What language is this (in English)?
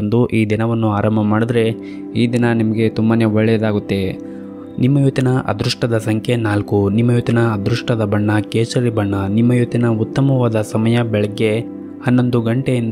Kannada